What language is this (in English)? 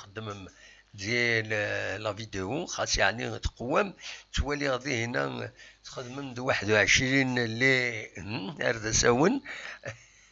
Kabyle